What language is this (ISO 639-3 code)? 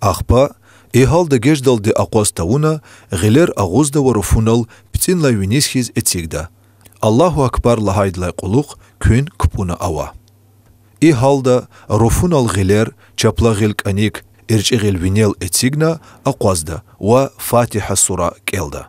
lez